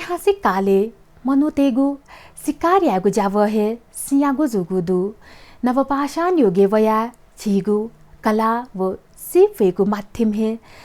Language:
Newari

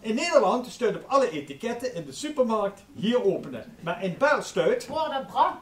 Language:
Limburgish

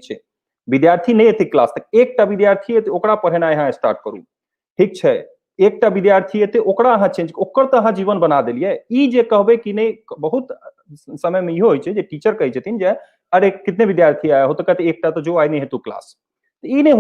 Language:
Maithili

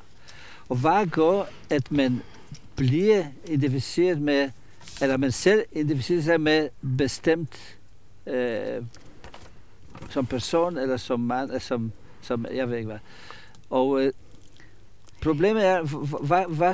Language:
Danish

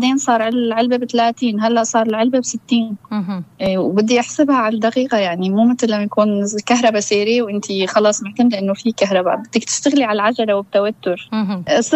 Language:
North Levantine Arabic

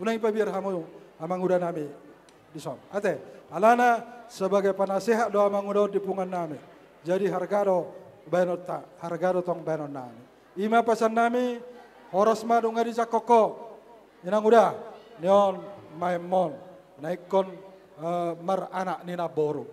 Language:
Batak Toba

